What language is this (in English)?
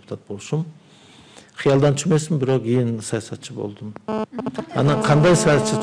Kyrgyz